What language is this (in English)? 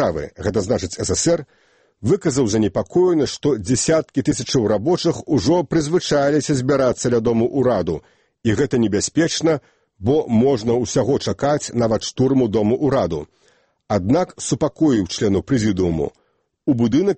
Belarusian